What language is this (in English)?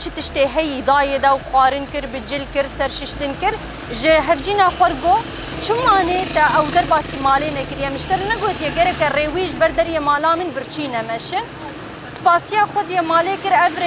Kurdish